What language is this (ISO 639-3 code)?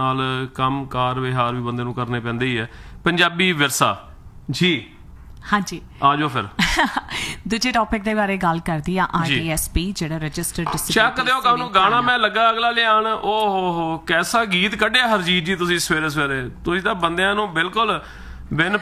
pan